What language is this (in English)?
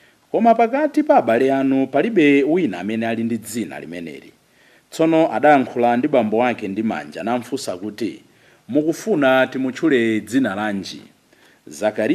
Nyanja